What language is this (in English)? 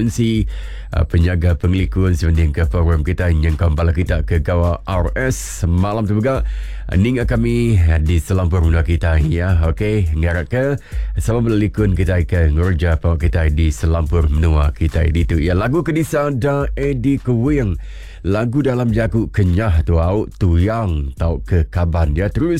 Iban